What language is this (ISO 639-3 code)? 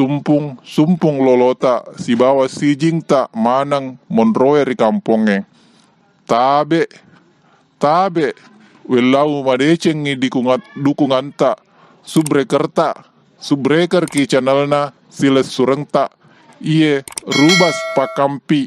bug